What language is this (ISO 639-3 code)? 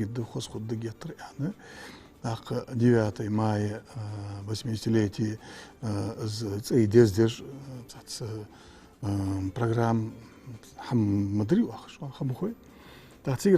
inh